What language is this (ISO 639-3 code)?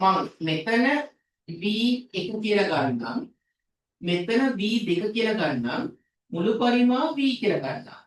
sin